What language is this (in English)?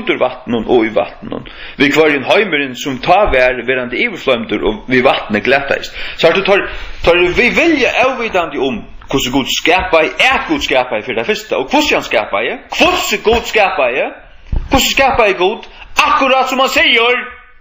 Faroese